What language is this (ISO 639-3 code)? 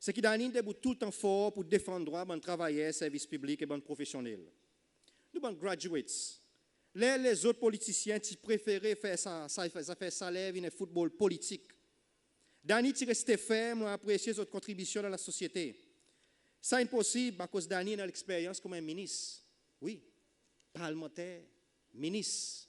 crs